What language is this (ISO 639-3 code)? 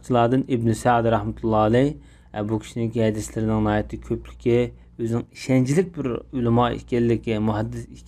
uig